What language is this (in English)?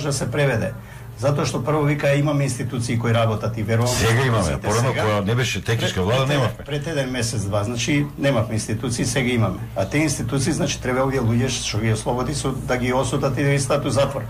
Macedonian